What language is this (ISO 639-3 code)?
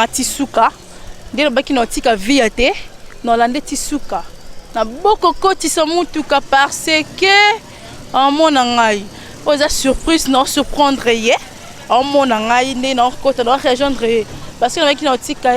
lin